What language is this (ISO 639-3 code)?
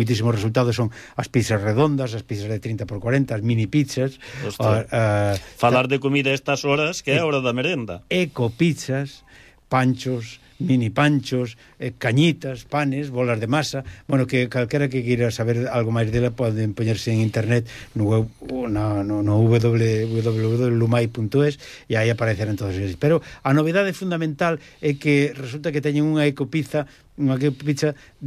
glg